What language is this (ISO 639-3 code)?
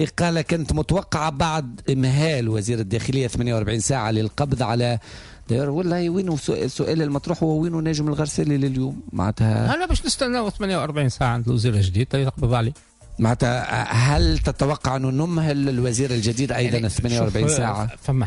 aeb